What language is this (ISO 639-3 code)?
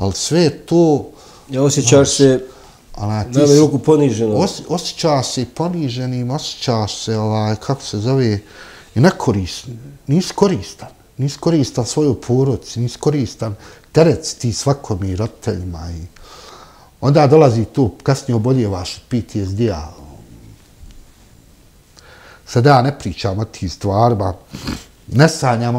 bos